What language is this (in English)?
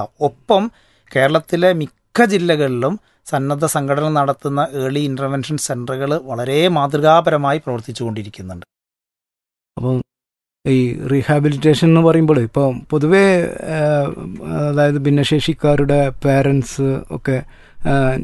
Malayalam